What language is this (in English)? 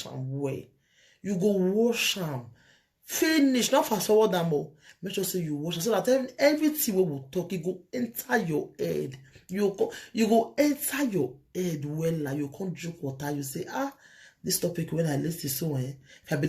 Nigerian Pidgin